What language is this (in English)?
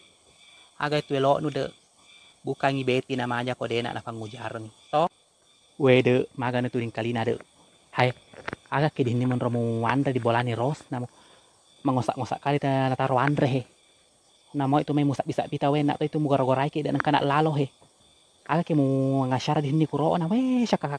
Buginese